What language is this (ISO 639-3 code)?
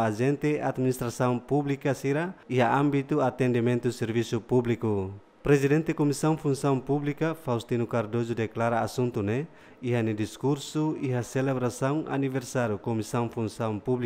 tet